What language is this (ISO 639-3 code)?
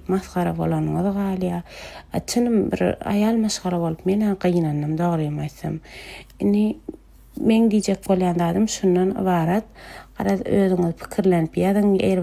tuk